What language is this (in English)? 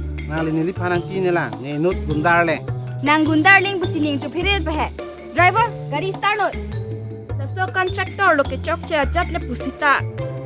Karbi